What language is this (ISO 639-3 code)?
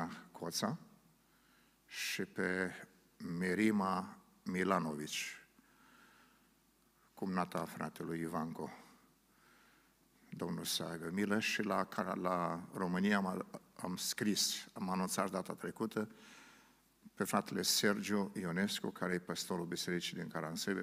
ron